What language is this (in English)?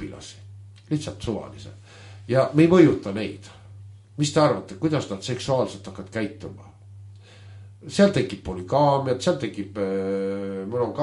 Estonian